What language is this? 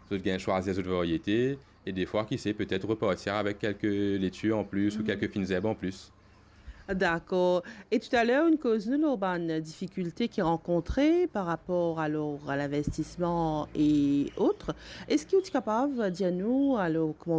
Morisyen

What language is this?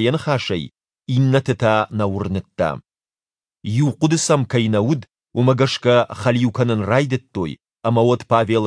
Ossetic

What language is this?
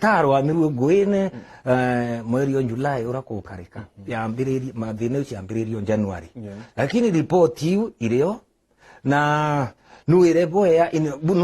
Meru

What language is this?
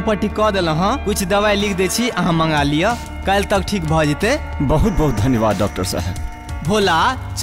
Maithili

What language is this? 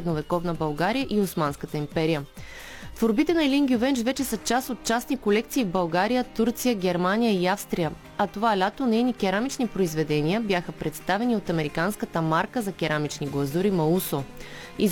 Bulgarian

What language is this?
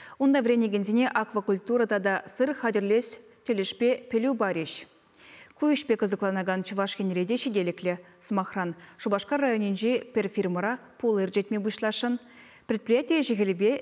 Chuvash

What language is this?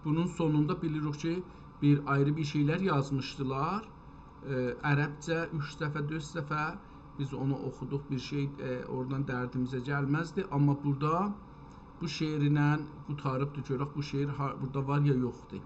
South Azerbaijani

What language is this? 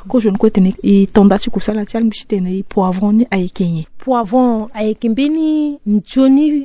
Sango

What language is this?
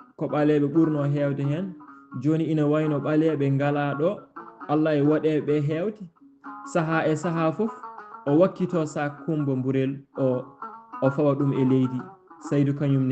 Fula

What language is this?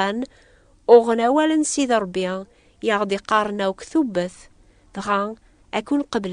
Kabyle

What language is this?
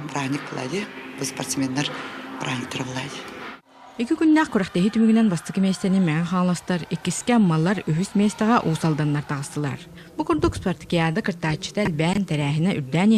Yakut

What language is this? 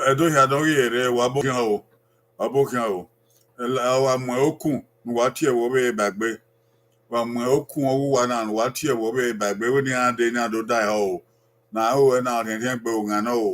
Bini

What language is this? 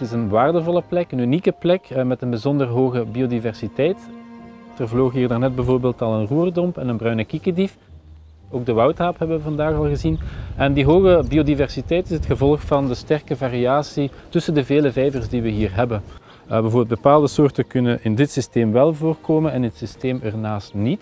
Dutch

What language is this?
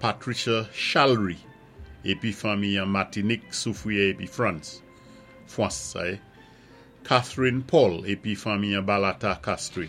Saint Lucian Creole French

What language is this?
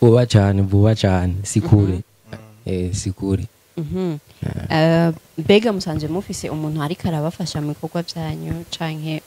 Rundi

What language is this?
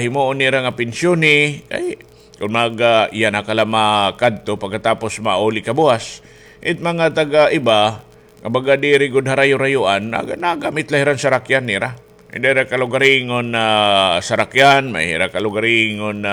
Waray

